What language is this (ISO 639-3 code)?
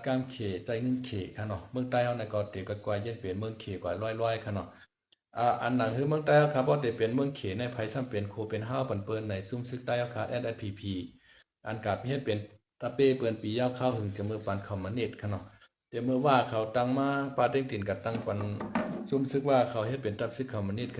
shn